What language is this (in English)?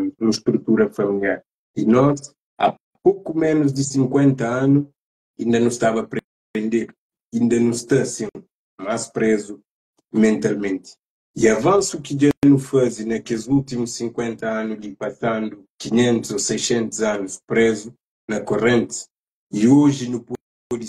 Kabuverdianu